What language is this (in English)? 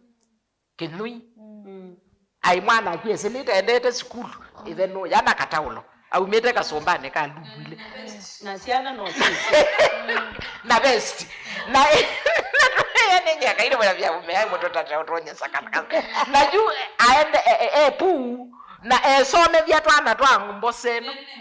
Kamba